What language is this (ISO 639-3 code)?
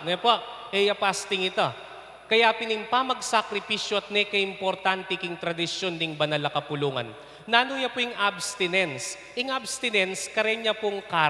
pam